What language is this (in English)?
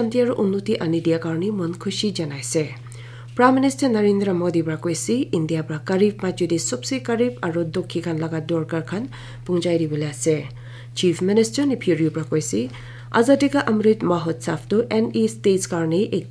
Naga Pidgin